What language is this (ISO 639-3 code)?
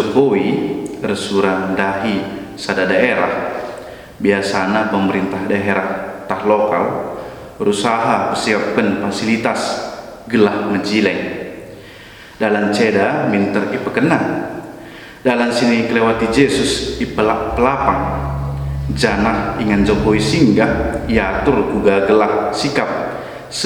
btx